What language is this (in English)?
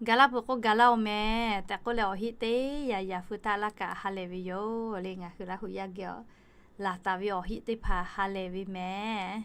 Lahu